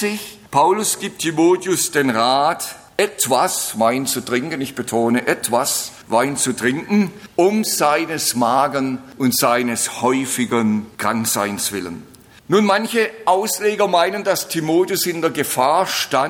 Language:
German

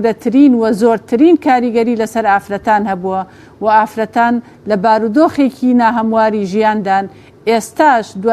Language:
Central Kurdish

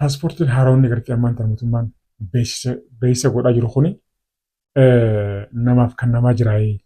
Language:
Oromo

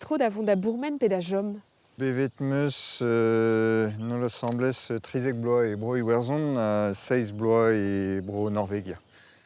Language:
Breton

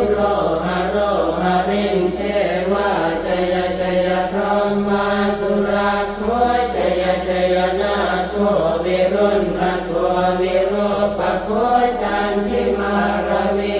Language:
Pali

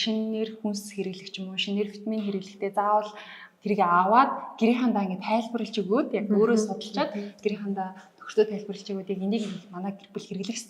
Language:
Mongolian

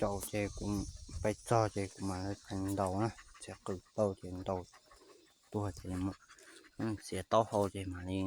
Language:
Hmong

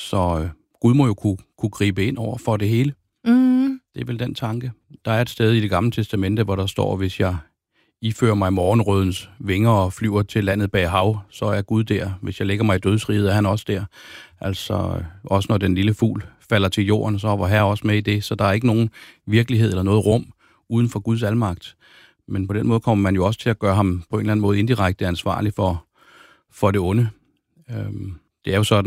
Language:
Danish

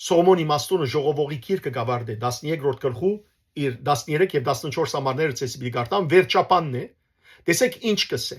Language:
Western Armenian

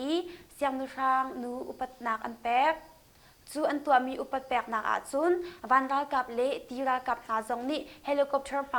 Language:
Hakha Chin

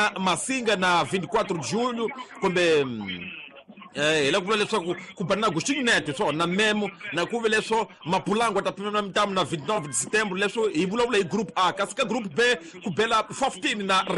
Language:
Tsonga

